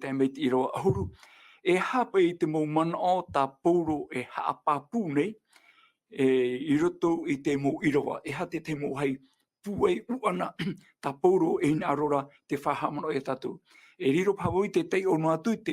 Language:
Tahitian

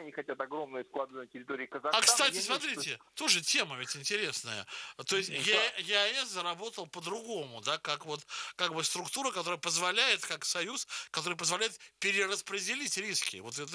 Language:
Russian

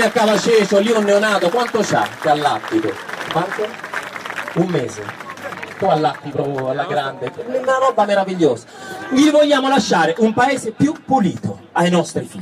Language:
Italian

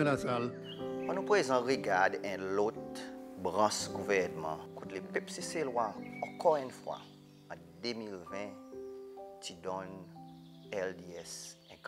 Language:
Seselwa Creole French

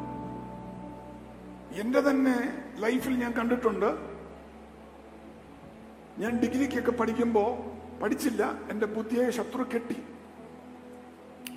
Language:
Malayalam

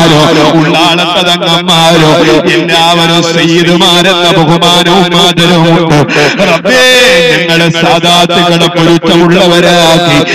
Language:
Malayalam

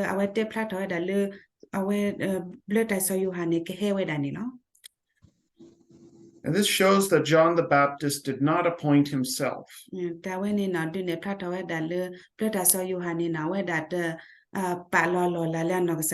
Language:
S'gaw Karen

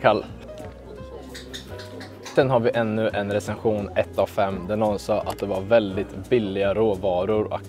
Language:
Swedish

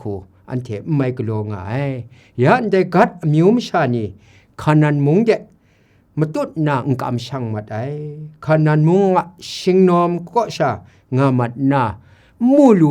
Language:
Kachin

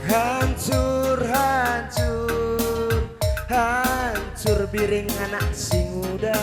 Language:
Batak Karo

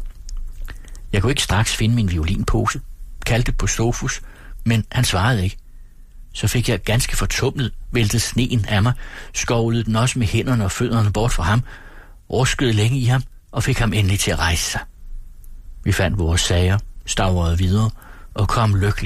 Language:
Danish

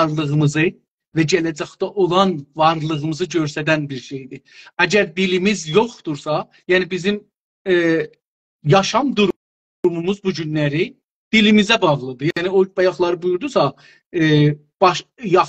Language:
South Azerbaijani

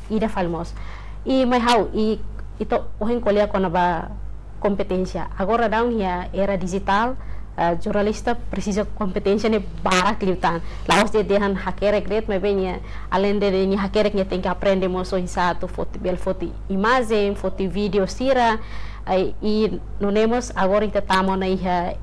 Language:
Tetum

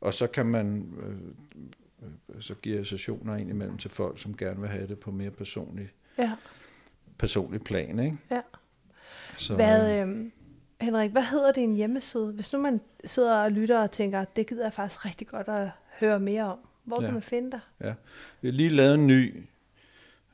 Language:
Danish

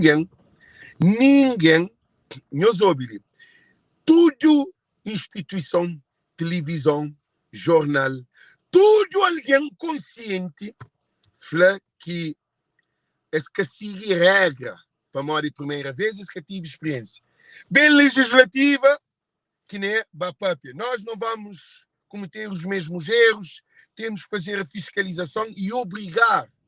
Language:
Kabuverdianu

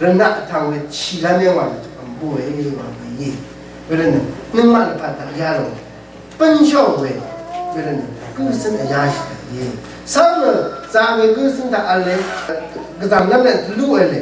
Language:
Rawang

